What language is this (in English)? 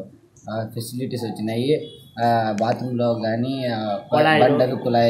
Telugu